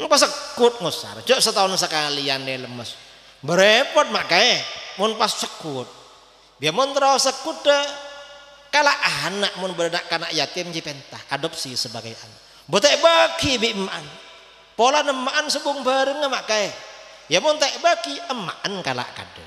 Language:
Madurese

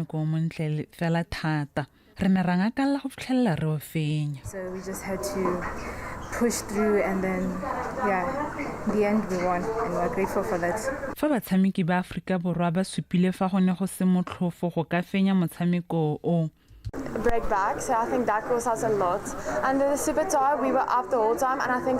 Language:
Tswana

